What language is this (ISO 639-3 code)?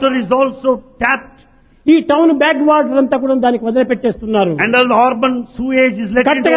tel